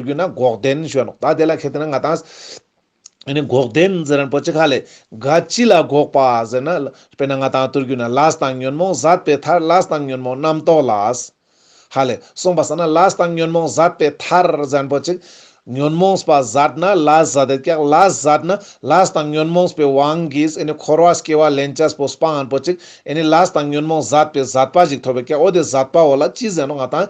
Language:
Ladakhi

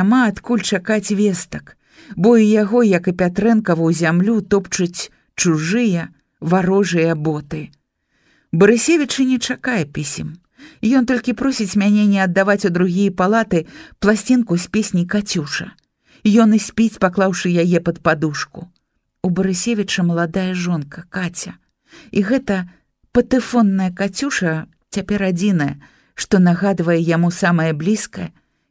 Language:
Belarusian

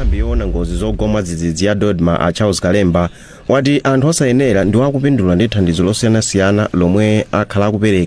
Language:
Nyanja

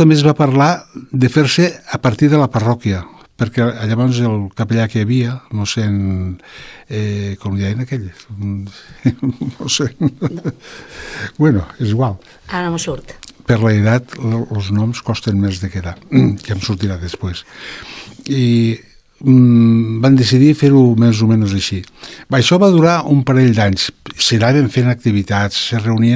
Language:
Catalan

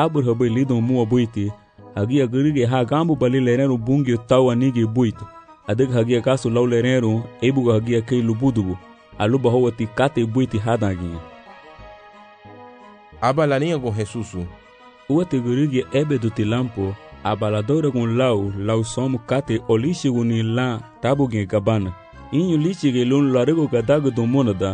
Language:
Garifuna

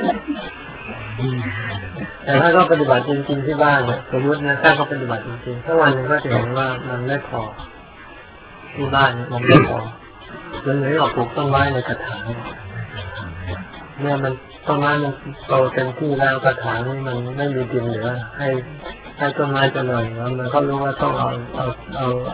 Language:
Thai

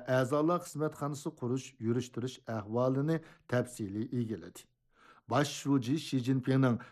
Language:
Uyghur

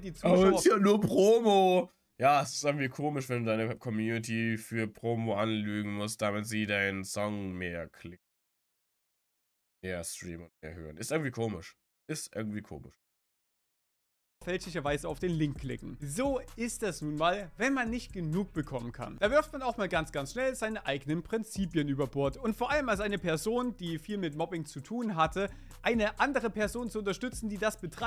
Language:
German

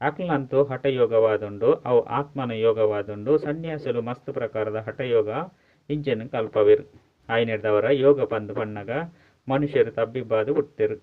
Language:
Tulu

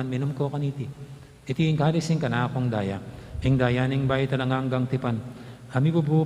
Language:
Pampanga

